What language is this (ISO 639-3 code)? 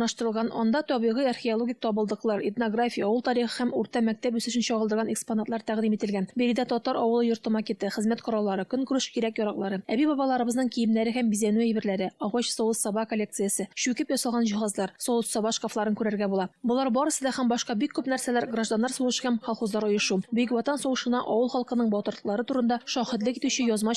tat